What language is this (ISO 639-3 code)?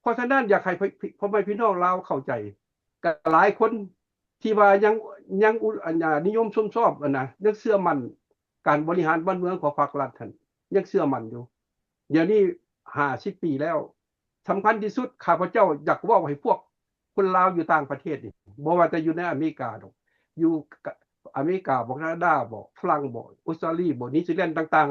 lao